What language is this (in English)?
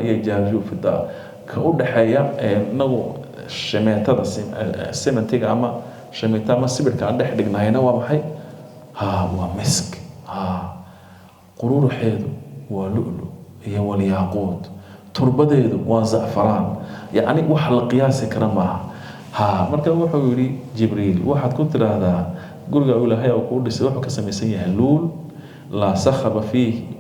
Somali